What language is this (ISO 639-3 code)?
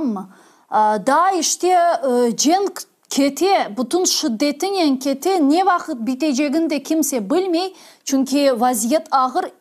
crh